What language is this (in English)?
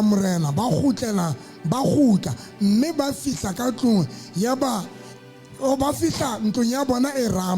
Southern Sotho